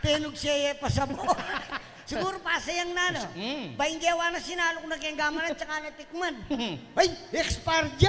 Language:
Pampanga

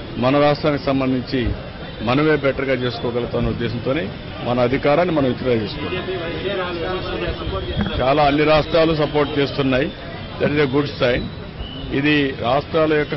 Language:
Telugu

